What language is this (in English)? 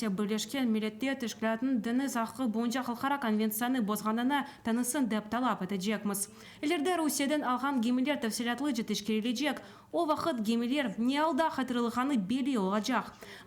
Crimean Tatar